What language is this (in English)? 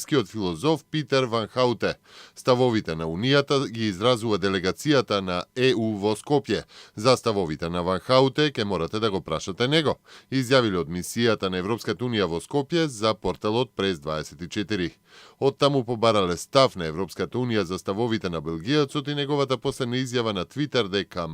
Macedonian